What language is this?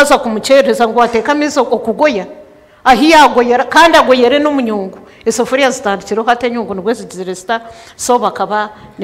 Nyankole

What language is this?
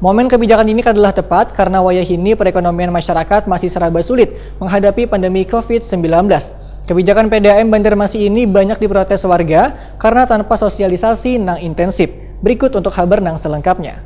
Banjar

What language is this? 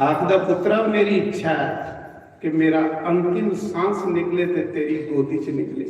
Dogri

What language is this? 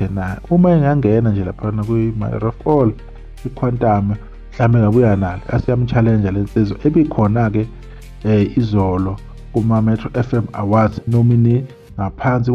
Zulu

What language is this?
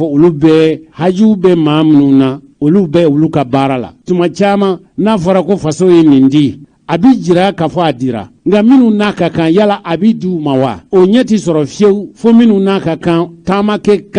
Bambara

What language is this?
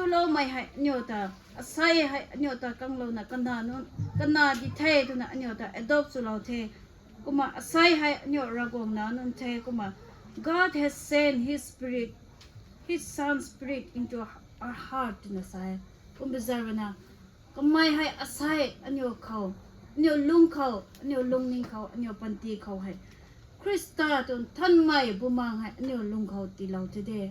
Rongmei Naga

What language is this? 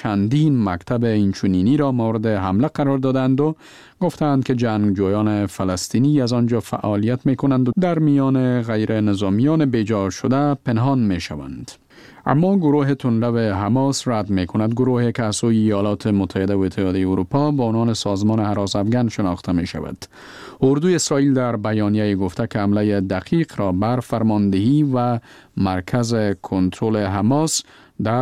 Persian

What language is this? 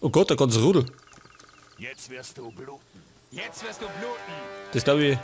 Bavarian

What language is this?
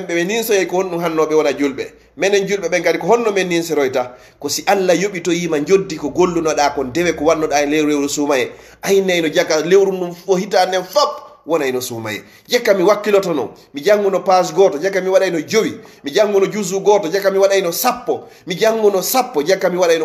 Fula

